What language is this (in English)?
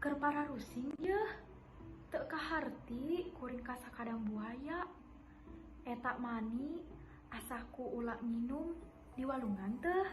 Sundanese